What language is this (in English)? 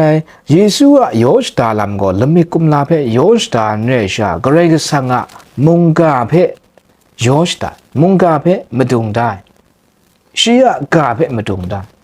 Kachin